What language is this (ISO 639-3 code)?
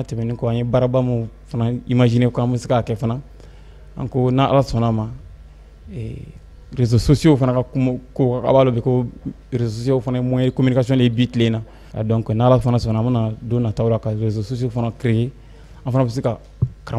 bam